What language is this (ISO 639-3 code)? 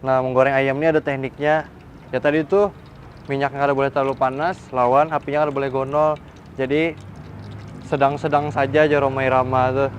bjn